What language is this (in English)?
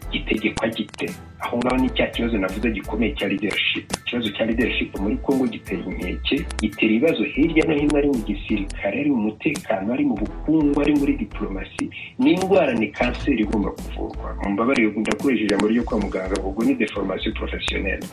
Kinyarwanda